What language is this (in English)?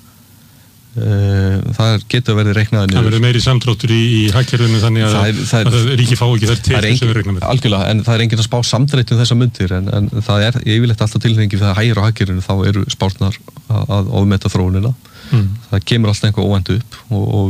Icelandic